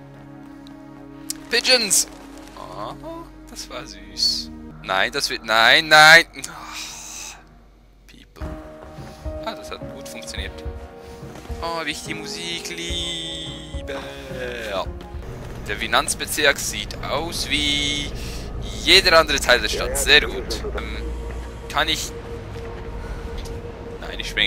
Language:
German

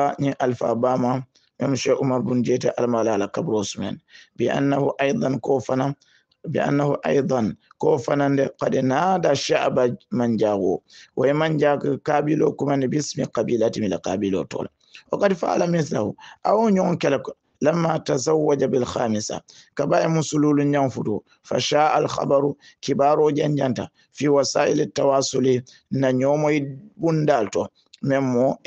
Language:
Hausa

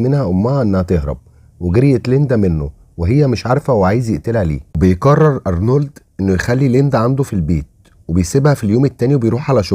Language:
Egyptian Arabic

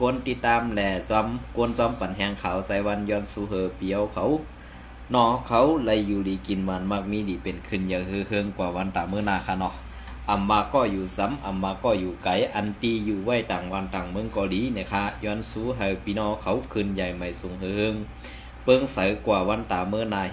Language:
Shan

